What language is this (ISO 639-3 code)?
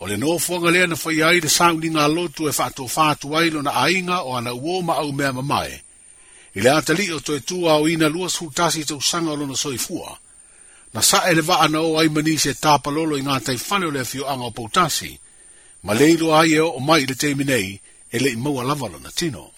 smo